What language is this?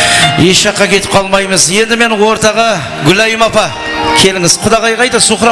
Kara-Kalpak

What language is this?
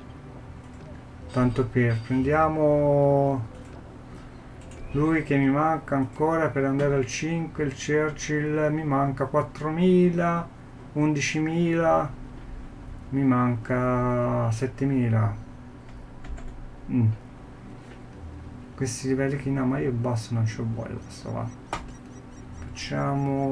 Italian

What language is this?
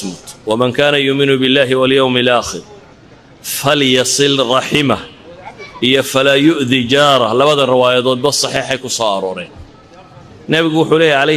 Somali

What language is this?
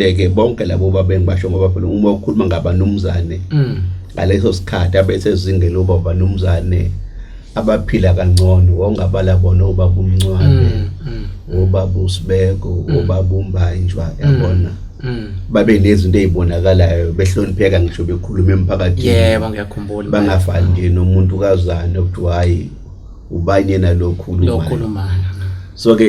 Zulu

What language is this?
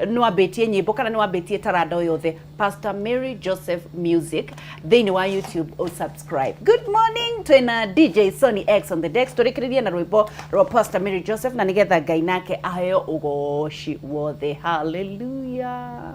Kikuyu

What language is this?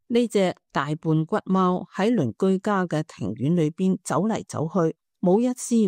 Cantonese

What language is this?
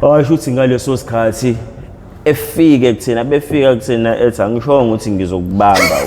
Zulu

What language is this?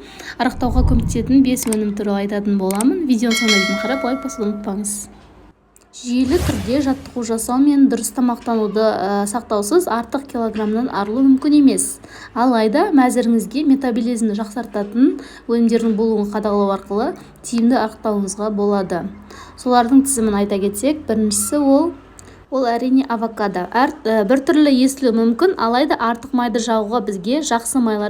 Kazakh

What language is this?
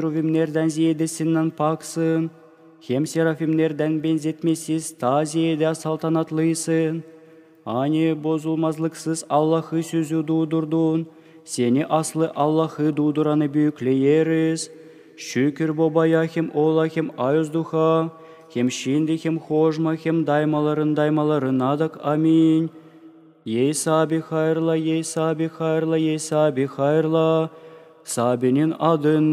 Gagauz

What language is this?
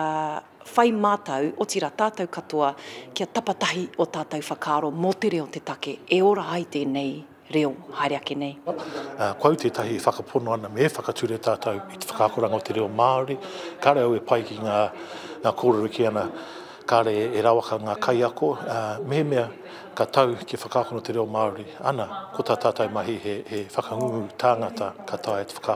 Māori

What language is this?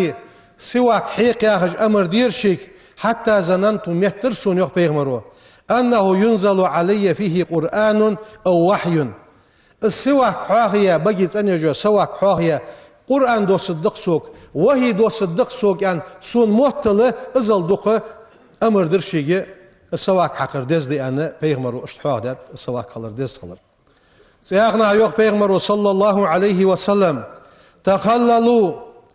Ingush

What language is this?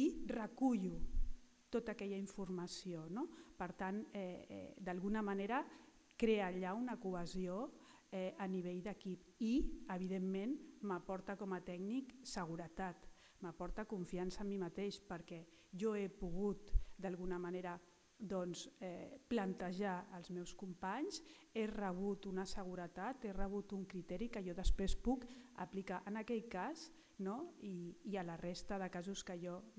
Catalan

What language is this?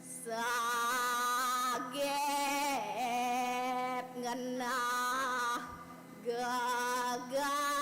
Balinese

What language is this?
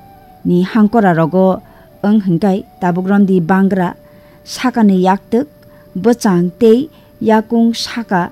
Kok Borok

